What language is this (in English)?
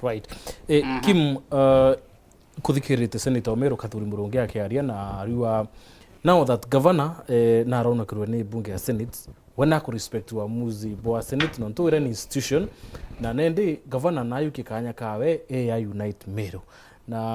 Meru